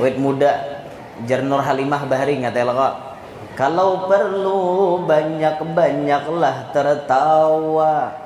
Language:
Banjar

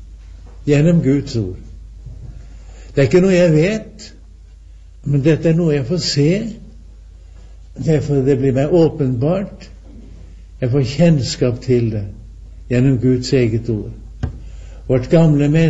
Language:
Norwegian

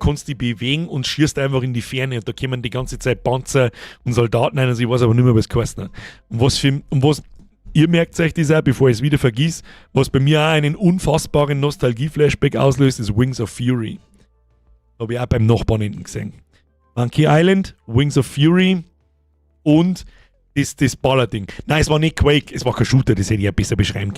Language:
Bavarian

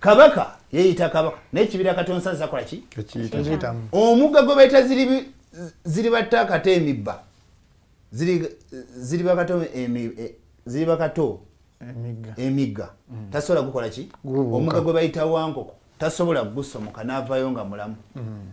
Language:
Ganda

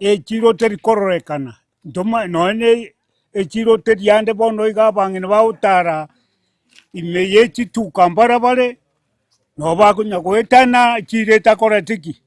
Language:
Gusii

